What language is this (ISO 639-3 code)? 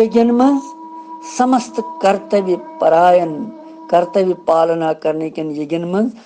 kas